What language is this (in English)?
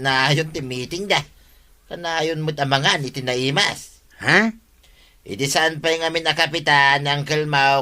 Iloko